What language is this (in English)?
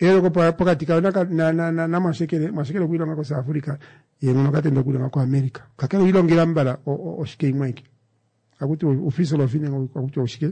Kuanyama